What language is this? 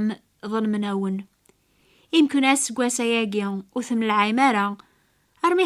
Kabyle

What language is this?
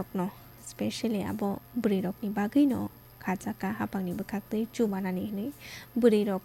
Kok Borok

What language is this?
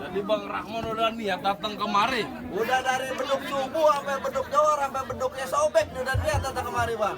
Betawi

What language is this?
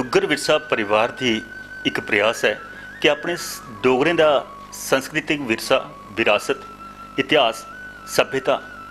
Dogri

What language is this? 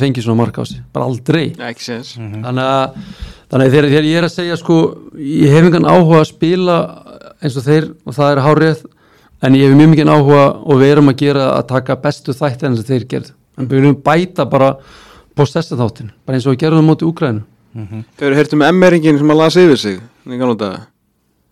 Icelandic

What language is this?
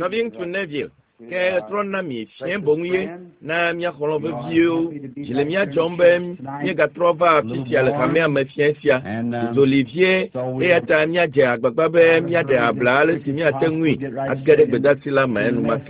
Ewe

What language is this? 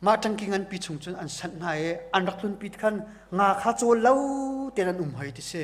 Hakha Chin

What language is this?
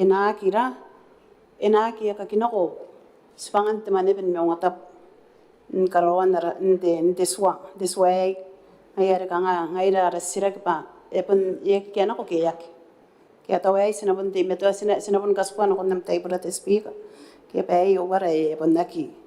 Gilbertese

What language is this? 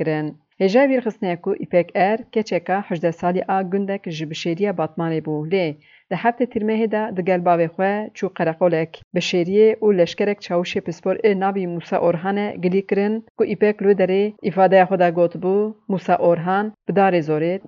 Kurdish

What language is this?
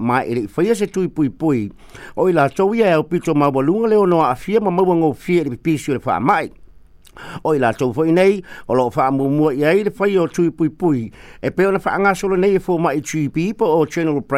Samoan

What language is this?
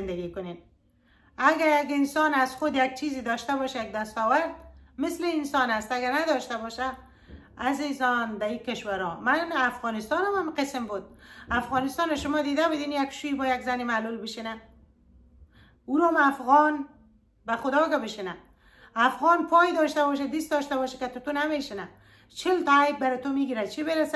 Persian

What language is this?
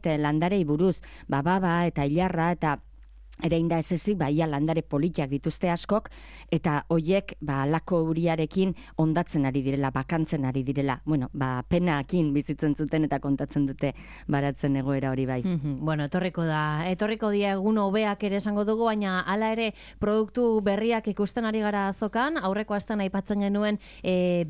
Basque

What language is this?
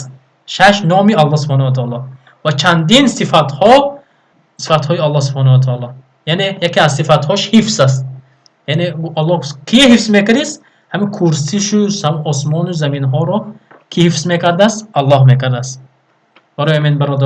Tajik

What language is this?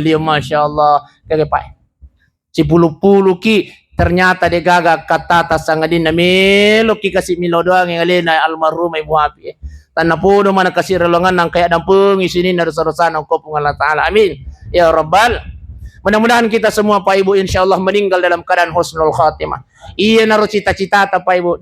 Buginese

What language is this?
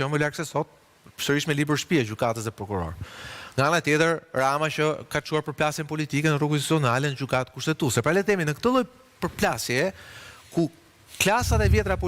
Albanian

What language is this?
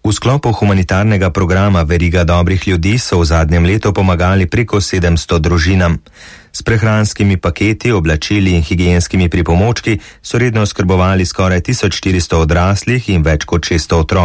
Slovenian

